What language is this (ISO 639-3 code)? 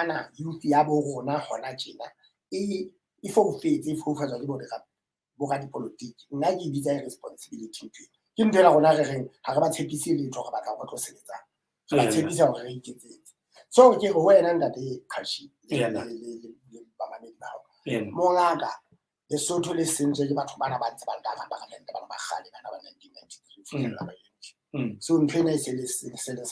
sot